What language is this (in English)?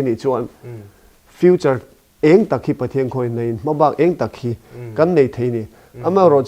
Mizo